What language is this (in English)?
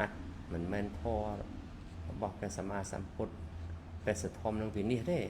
Khmer